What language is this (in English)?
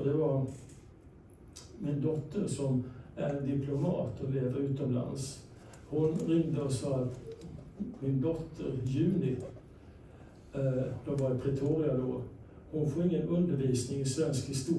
Swedish